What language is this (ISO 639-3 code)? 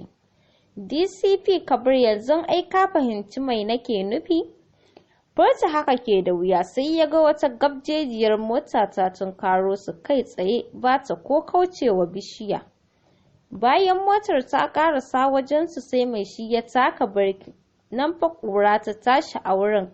hau